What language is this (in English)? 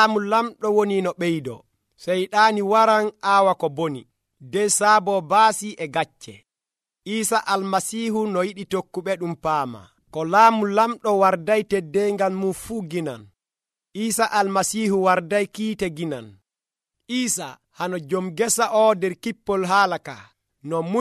Nigerian Fulfulde